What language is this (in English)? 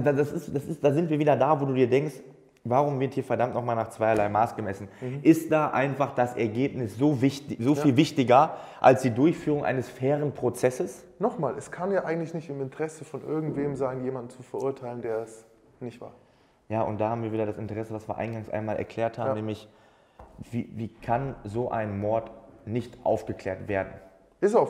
German